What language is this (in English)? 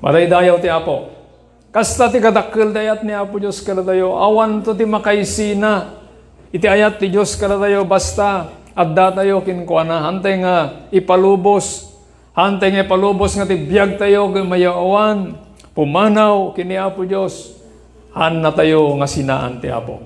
Iloko